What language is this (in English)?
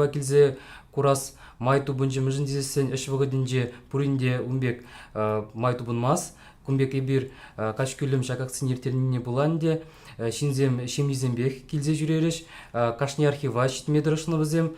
Chuvash